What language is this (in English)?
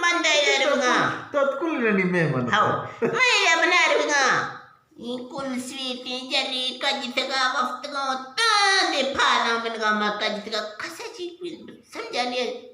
Eastern Balochi